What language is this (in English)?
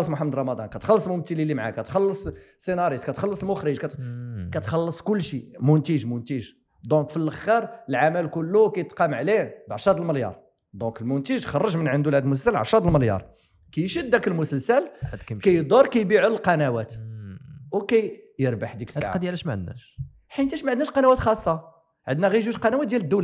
Moroccan Arabic